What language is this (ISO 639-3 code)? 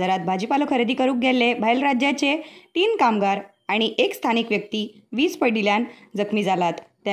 kok